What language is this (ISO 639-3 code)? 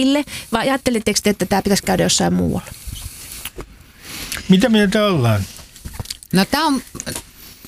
fin